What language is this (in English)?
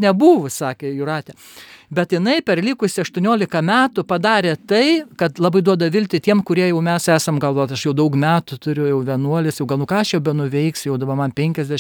Lithuanian